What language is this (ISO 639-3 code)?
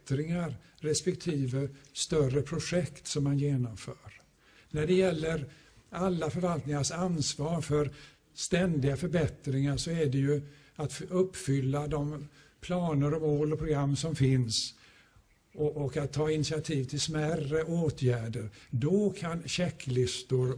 swe